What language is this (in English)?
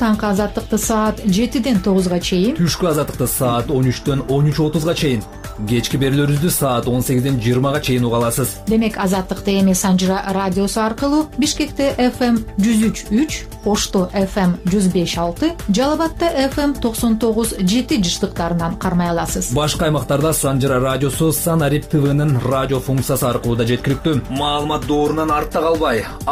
Kyrgyz